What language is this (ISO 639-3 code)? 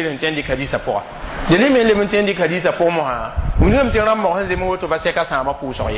mos